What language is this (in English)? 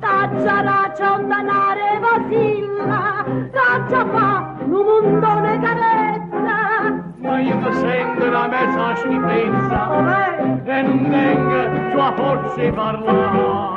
Neapolitan